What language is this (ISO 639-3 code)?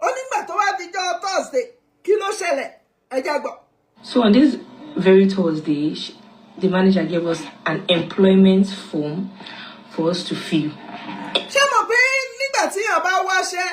yor